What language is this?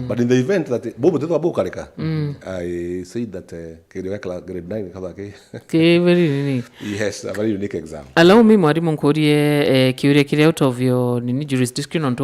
Meru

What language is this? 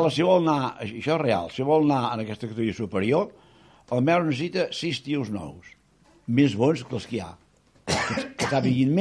Catalan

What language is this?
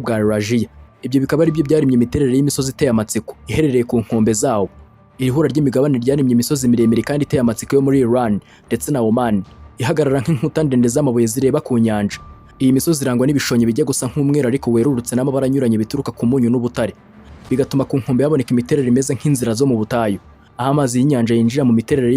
Kinyarwanda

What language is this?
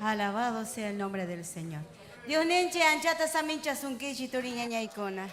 Ayacucho Quechua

